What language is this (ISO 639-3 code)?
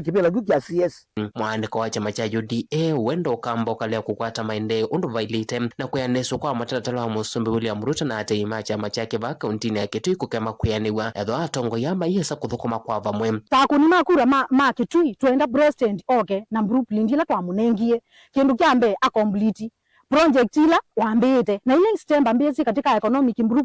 kam